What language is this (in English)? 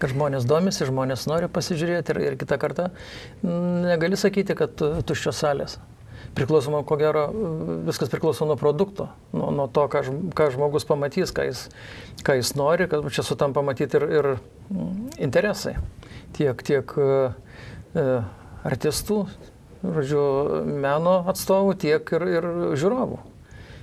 Lithuanian